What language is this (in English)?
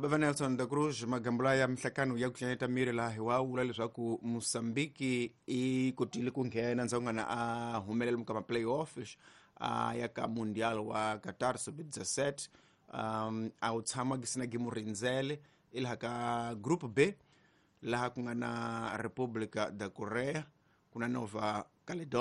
Tsonga